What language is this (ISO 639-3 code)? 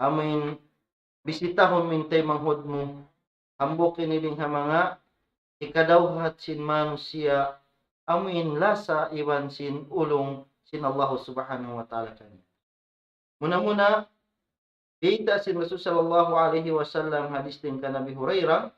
tsg